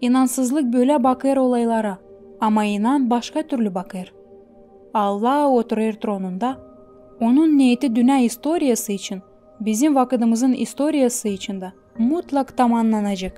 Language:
Gagauz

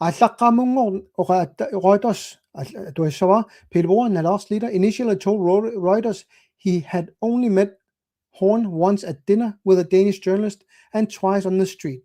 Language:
Kalaallisut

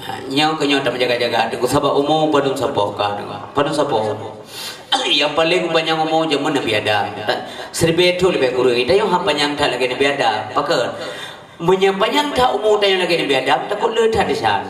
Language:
Achinese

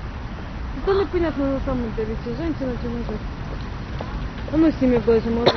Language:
Ukrainian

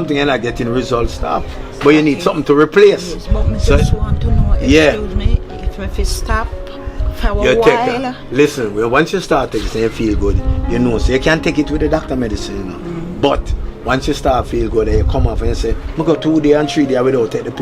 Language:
Jamaican Creole English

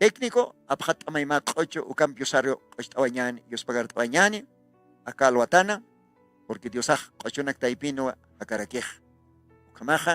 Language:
Aymara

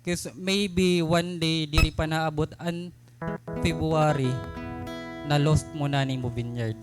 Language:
Waray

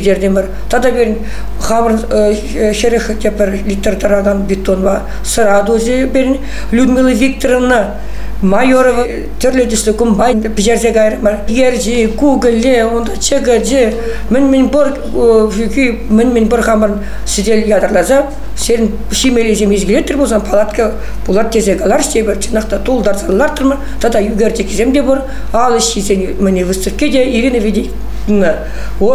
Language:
Chuvash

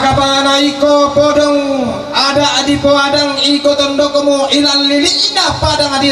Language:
Toraja-Sa'dan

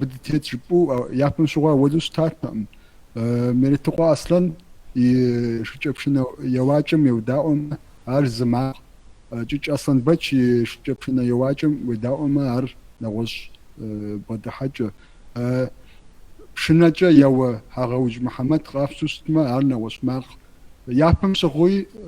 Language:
Kabardian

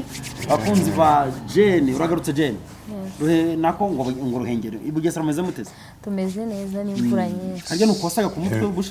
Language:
Kinyarwanda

